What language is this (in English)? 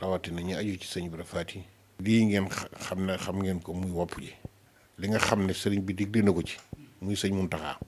Wolof